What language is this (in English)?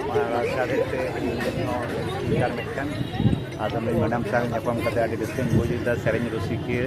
Santali